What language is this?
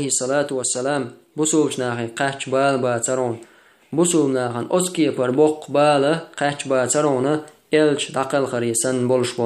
Chechen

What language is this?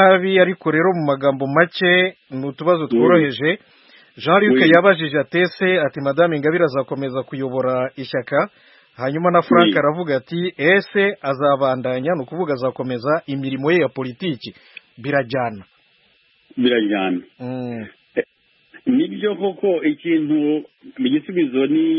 Kinyarwanda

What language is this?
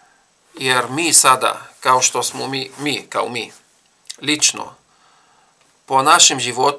Bosnian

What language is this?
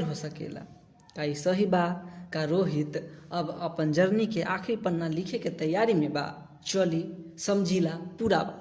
Bhojpuri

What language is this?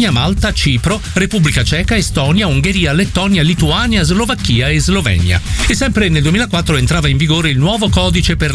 Italian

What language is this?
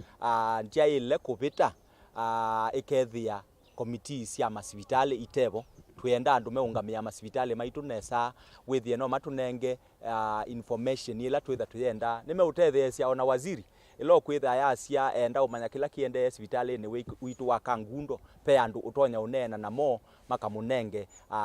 Kamba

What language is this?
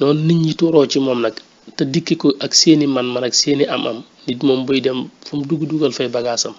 Wolof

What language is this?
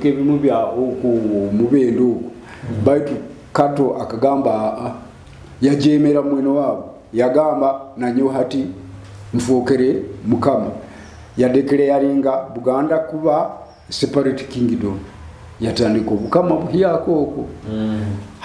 Nyoro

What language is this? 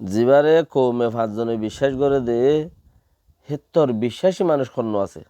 Rohingya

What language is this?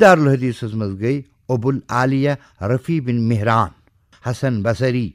Kashmiri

